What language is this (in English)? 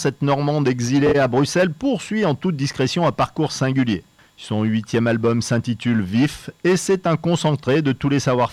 French